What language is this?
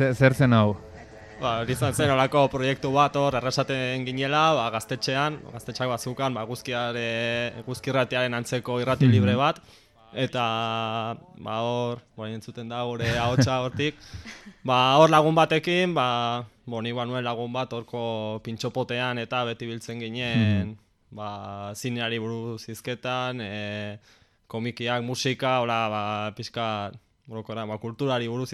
Basque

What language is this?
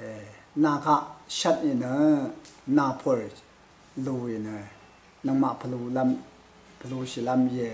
Rawang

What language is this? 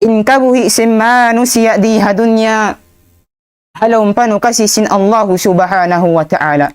Tausug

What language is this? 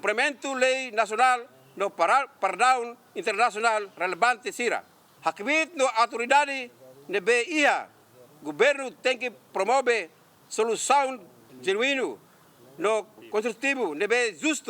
Tetum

